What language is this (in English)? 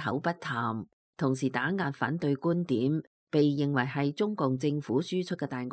Cantonese